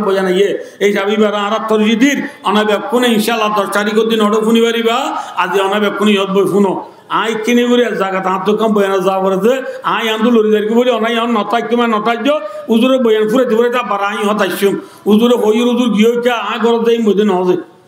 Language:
Rohingya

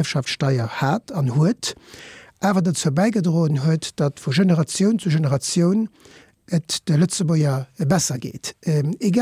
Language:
Luxembourgish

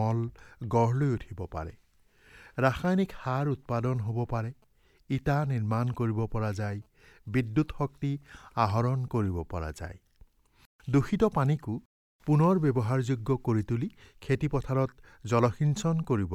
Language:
Assamese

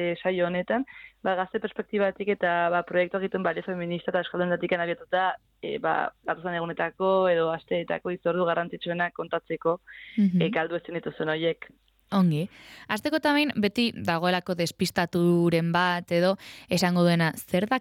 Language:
Basque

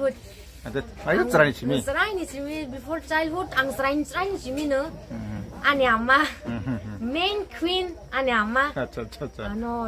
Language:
Kok Borok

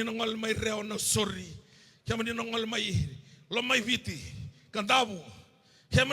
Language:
Fijian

